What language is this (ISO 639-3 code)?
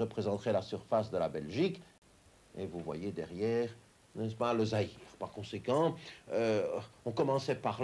fra